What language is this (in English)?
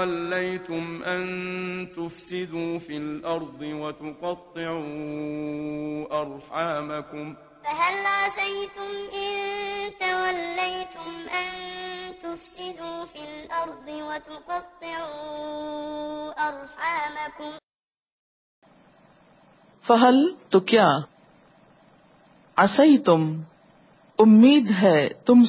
Urdu